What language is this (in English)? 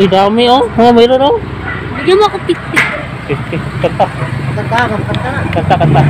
Cebuano